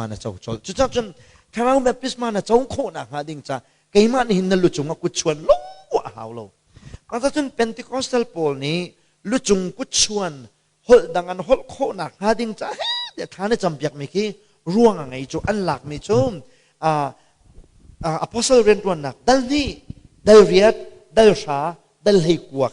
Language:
Hakha Chin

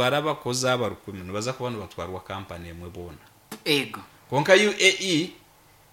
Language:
Nyankole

